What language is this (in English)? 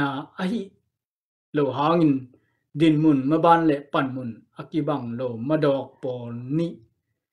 Tedim Chin